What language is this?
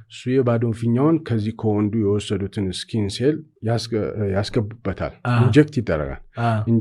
Amharic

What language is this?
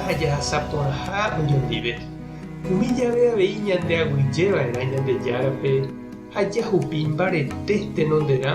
Guarani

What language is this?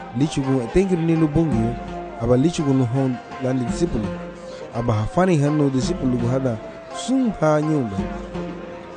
Garifuna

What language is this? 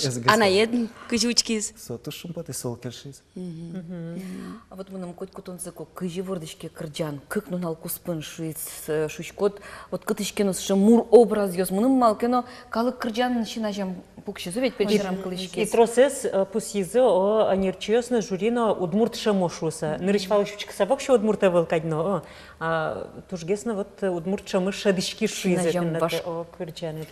Udmurt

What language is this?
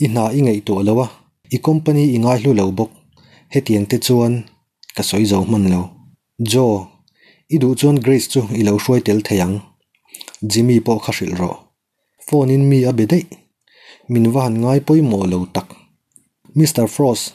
Mizo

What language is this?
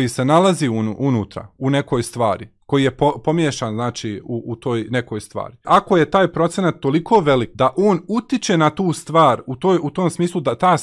Bosnian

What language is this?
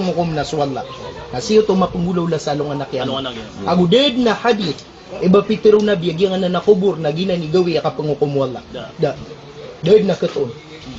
Maranao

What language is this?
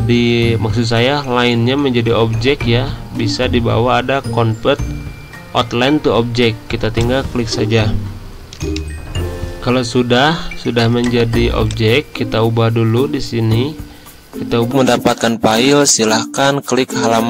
Indonesian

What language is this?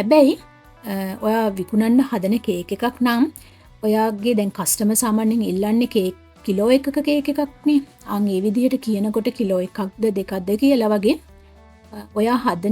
Sinhala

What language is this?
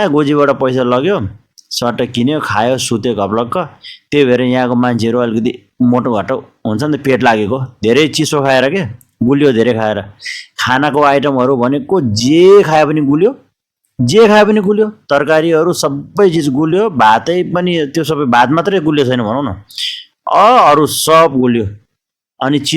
Nepali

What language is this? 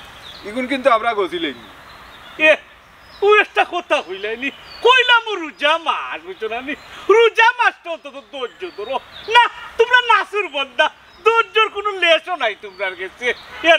Sylheti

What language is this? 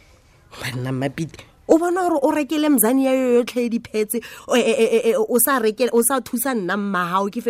Tswana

